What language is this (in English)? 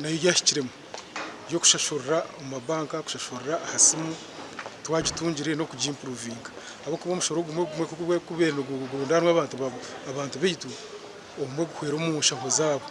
Nyankole